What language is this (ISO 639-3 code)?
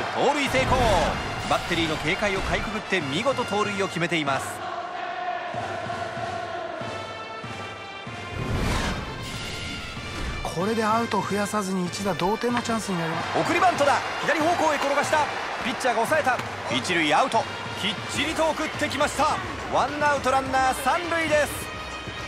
jpn